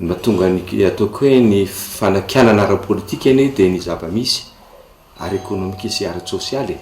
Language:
Malagasy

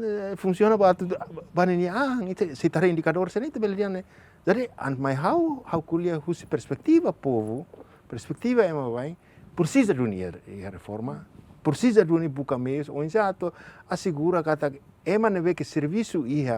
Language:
Tetum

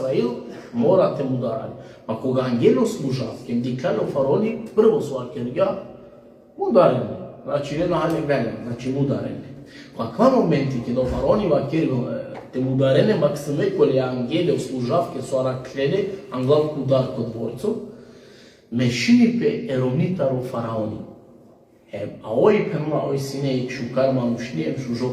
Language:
Balkan Romani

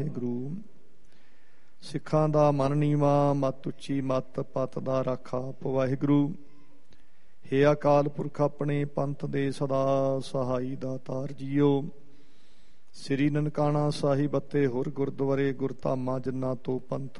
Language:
Punjabi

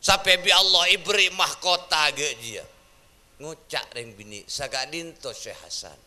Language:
Madurese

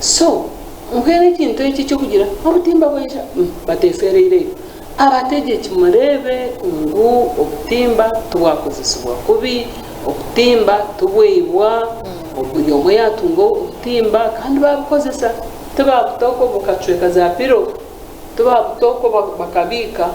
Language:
Nyankole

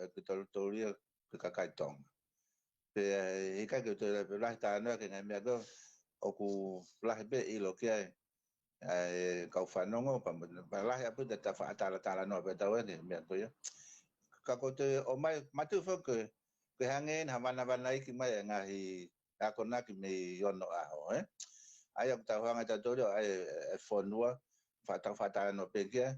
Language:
Tongan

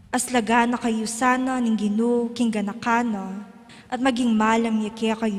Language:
Pampanga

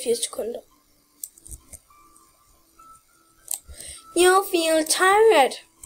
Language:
Danish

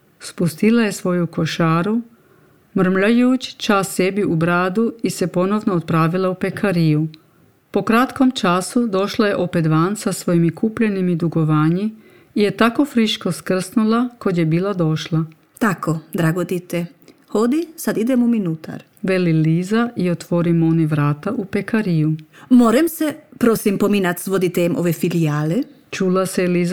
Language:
Serbian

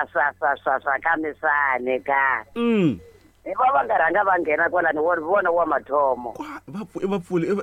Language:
Tsonga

